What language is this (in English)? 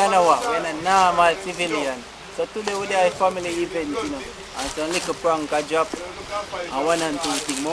Jamaican Creole English